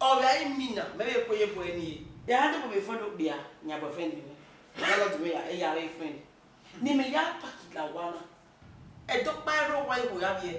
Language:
Bini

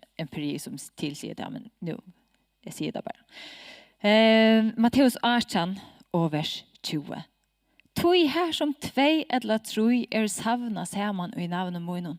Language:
Faroese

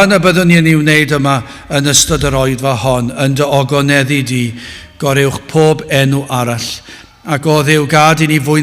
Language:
Welsh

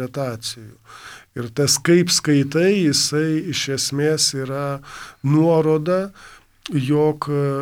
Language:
Lithuanian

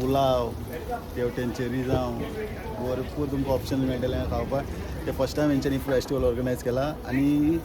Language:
Konkani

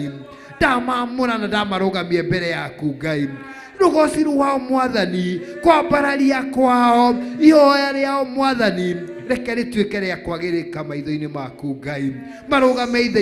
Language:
Kikuyu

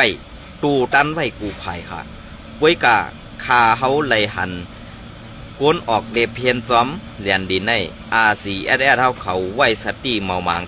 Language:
Shan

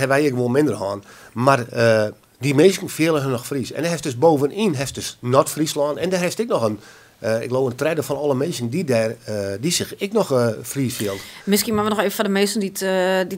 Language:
Western Frisian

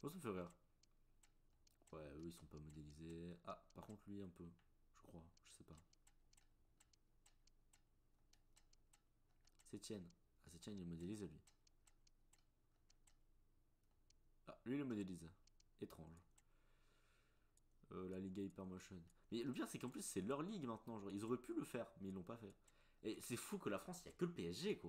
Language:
French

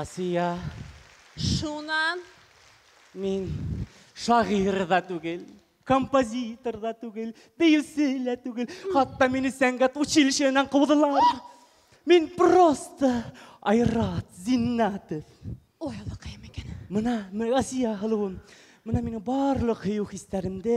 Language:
Bashkir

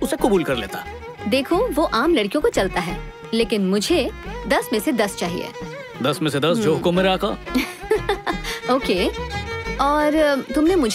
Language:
Hindi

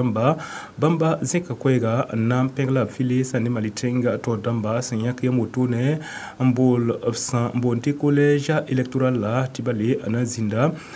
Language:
Mossi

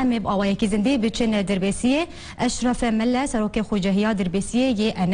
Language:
Kurdish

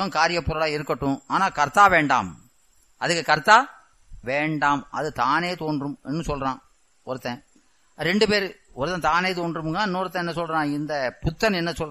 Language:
Tamil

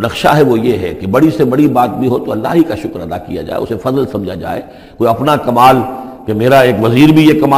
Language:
Urdu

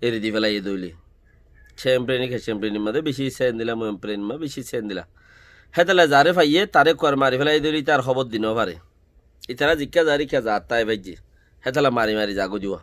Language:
Rohingya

